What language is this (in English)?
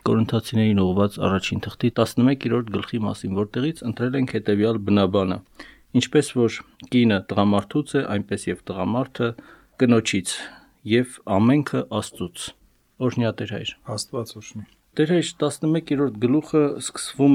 Armenian